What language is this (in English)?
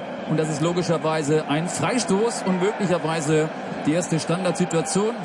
German